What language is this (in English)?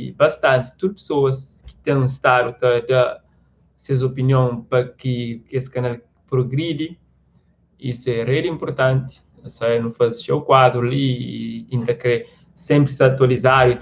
Kabuverdianu